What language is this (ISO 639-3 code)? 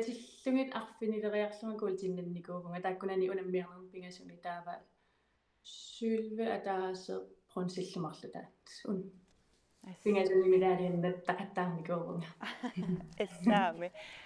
kal